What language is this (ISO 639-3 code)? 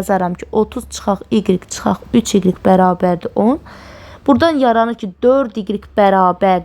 aze